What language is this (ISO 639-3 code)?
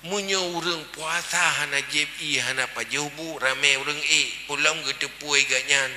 ace